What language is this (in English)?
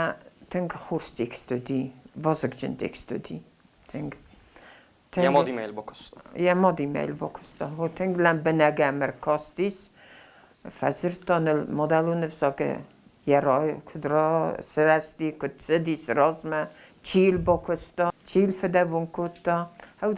Ossetic